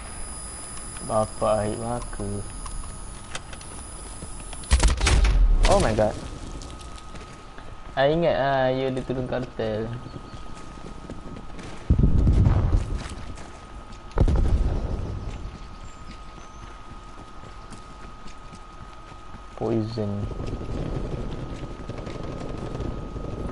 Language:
Malay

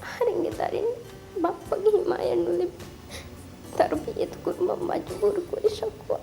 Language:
Divehi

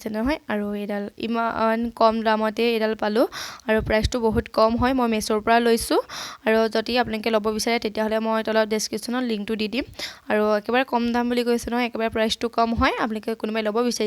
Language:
Assamese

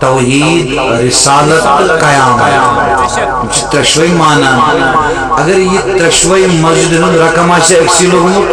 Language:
Kashmiri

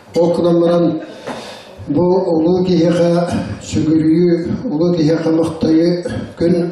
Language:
Yakut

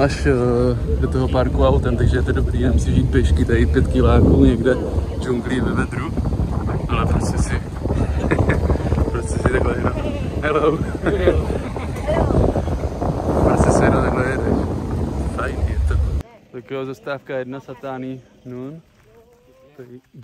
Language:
Czech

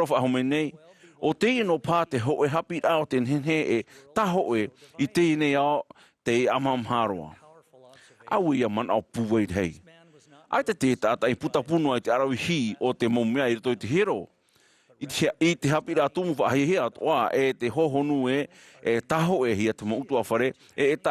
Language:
Tahitian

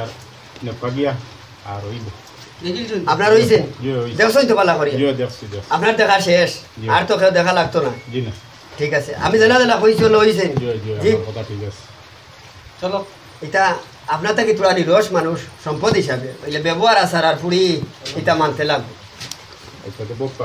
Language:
Sylheti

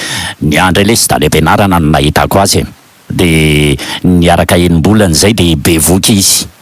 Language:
Malagasy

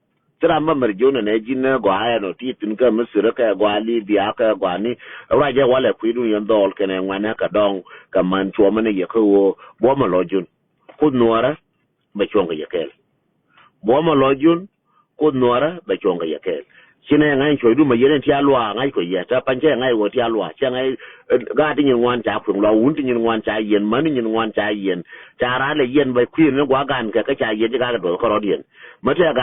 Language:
Nuer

